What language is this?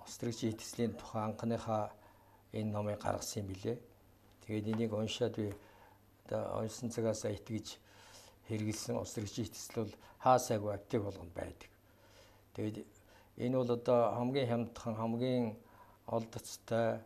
Mongolian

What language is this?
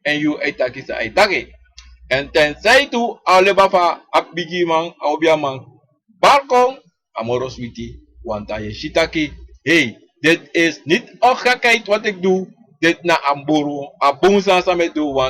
Sranan Tongo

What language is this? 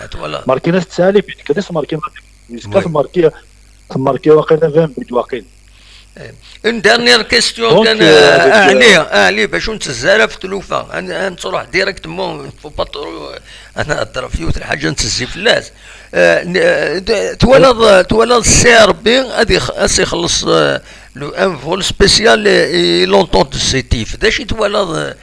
Kabyle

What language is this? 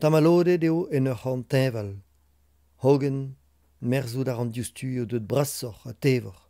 Breton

